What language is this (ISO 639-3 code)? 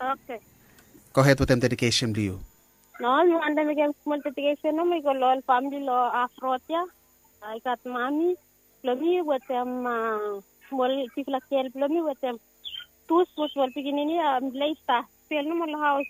bis